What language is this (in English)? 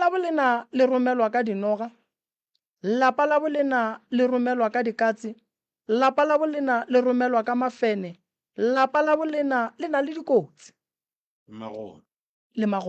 Northern Sotho